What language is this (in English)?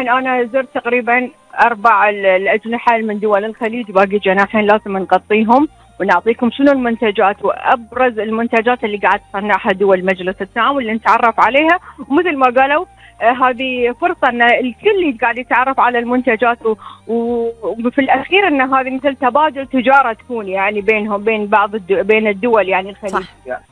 Gulf Arabic